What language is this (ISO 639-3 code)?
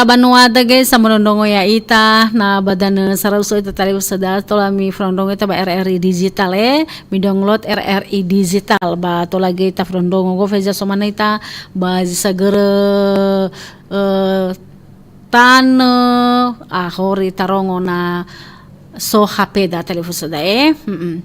nia